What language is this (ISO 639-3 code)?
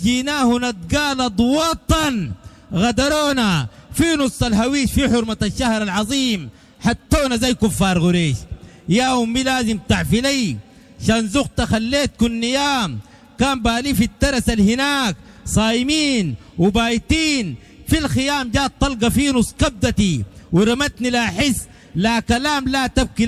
apd